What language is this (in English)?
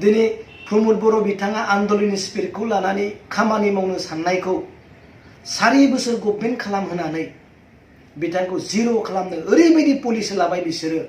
Bodo